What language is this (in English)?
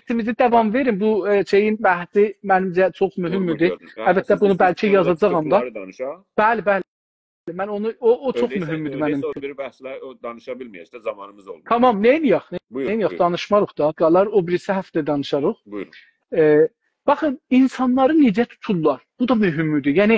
South Azerbaijani